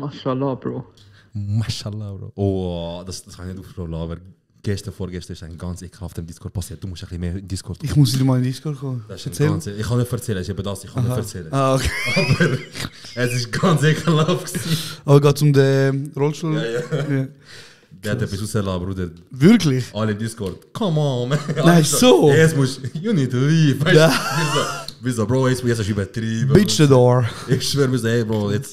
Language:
Swiss German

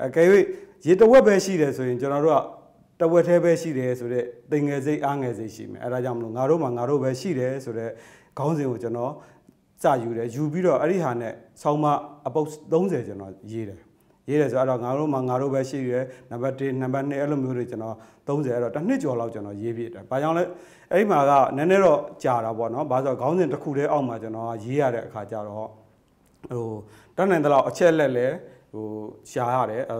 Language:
Burmese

